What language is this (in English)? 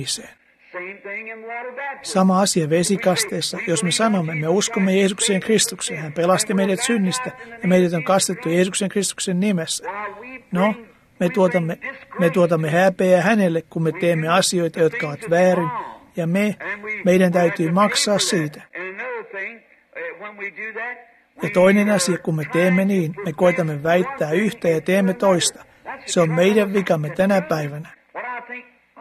Finnish